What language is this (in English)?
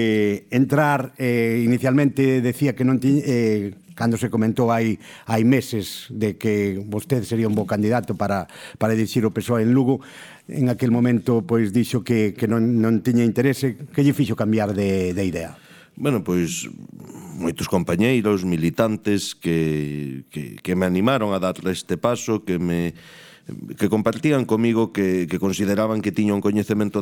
Galician